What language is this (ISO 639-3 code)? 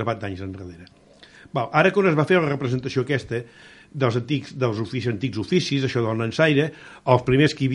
cat